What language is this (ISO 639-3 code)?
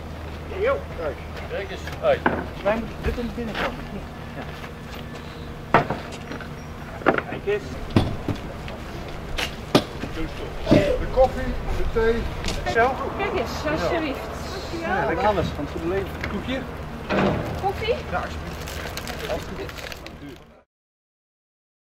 nld